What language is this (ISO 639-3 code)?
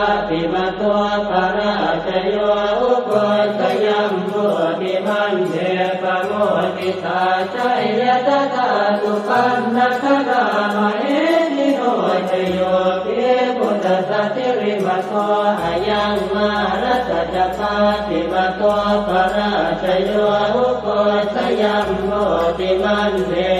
pli